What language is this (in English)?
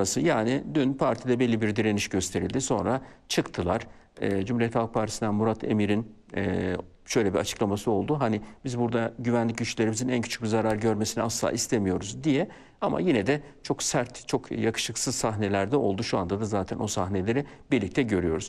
Turkish